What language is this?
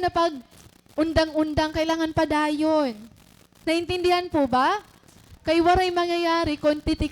Waray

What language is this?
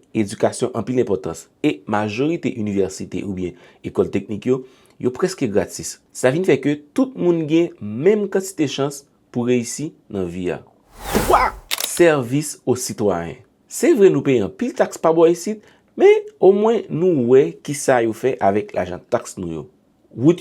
Haitian Creole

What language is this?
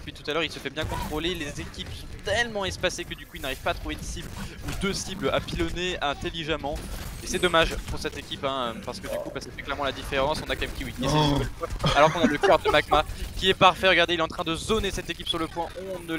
French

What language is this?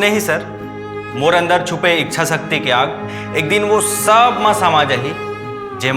Chhattisgarhi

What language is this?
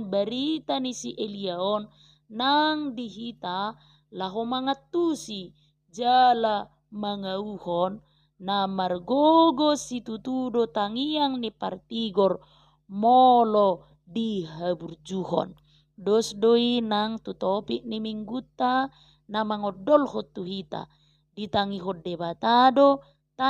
Batak Toba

